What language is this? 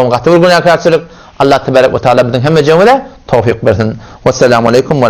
Turkmen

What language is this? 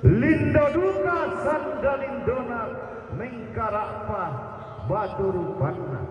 Toraja-Sa'dan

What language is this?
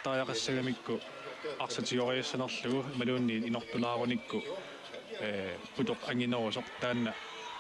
Kalaallisut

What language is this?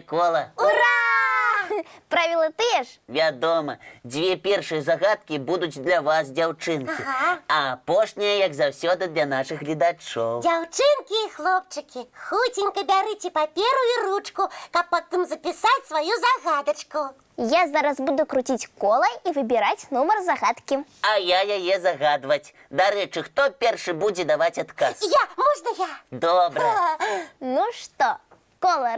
Belarusian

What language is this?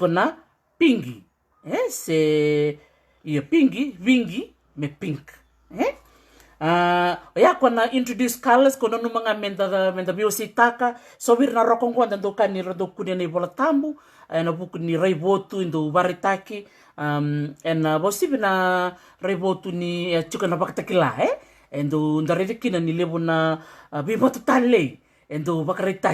Fijian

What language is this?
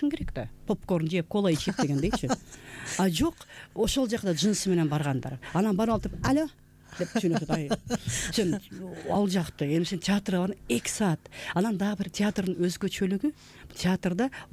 Kyrgyz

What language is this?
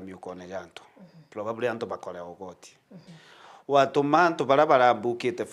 Meru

